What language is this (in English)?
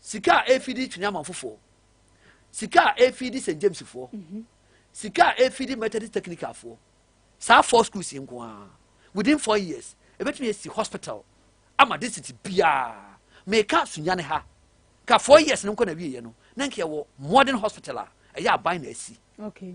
Akan